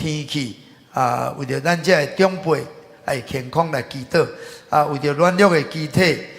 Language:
Min Nan Chinese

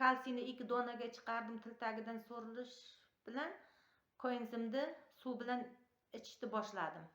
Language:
Uzbek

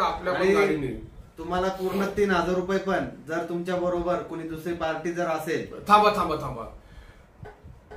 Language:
Marathi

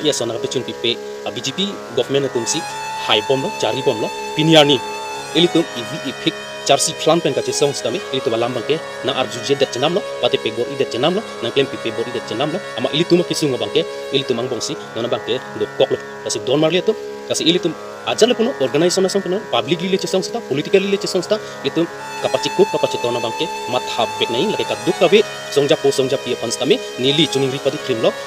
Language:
Karbi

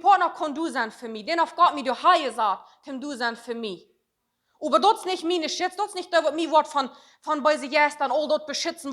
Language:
Plautdietsch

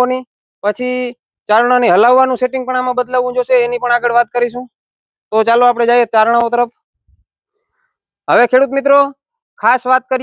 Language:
Gujarati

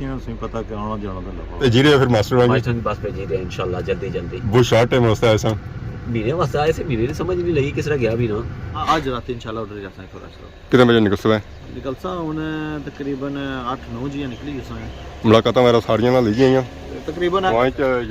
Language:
Pahari-Potwari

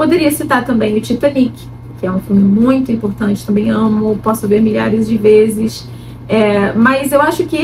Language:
Portuguese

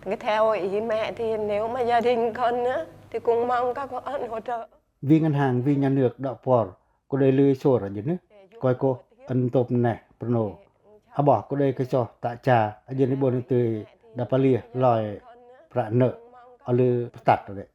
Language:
Pacoh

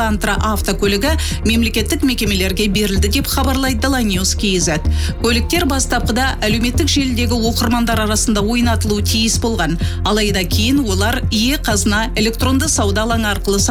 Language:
Kazakh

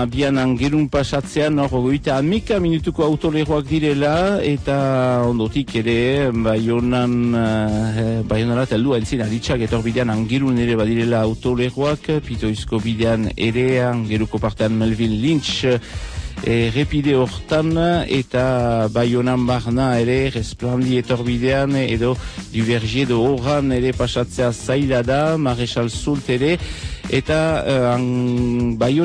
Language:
Basque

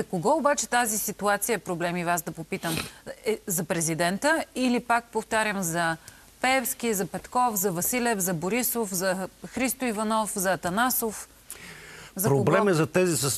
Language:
Bulgarian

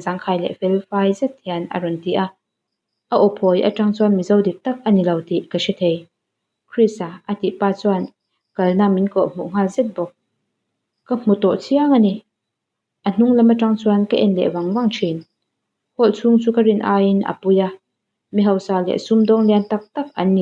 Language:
Mizo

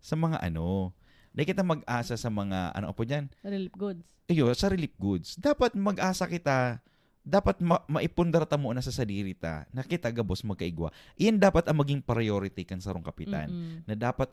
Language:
Bikol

